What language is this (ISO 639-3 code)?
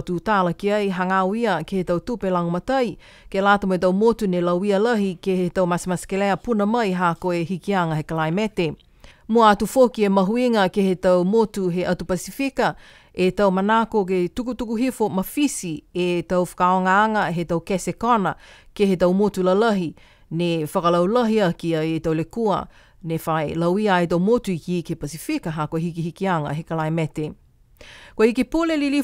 niu